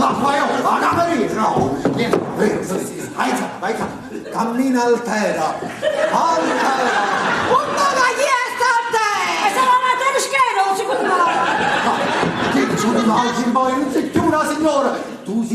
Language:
Neapolitan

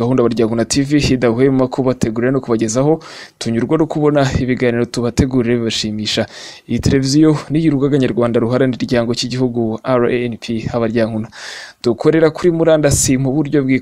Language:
Kinyarwanda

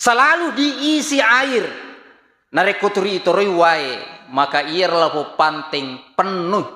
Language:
Buginese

